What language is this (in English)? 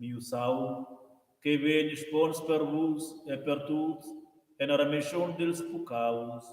Romansh